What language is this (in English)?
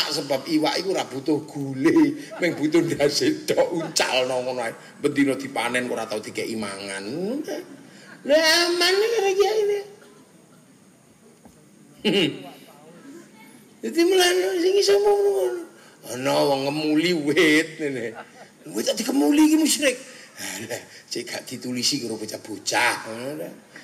Javanese